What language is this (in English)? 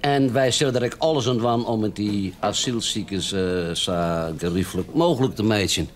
Western Frisian